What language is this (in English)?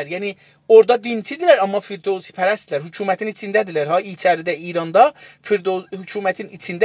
South Azerbaijani